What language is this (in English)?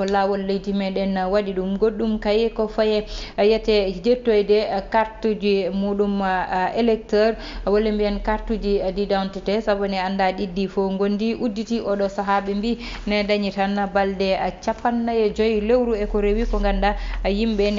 Fula